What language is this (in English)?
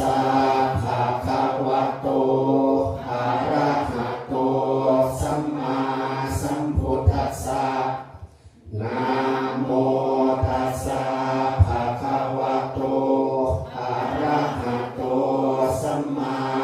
Pali